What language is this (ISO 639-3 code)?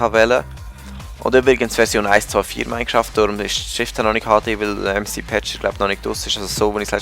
gsw